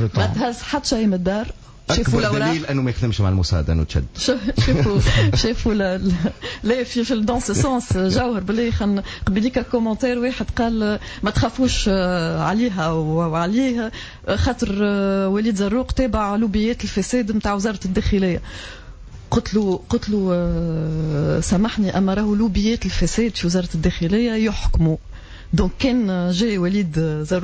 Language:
Tunisian Arabic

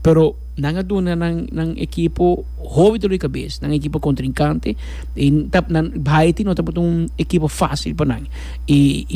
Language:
Papiamento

